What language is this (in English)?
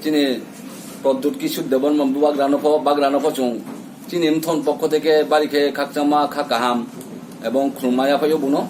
Kok Borok